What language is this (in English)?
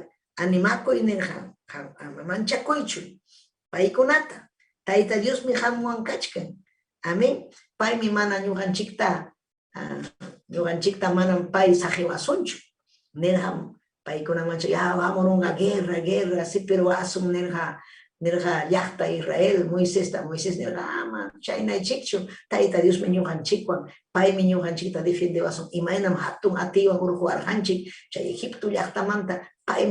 Ayacucho Quechua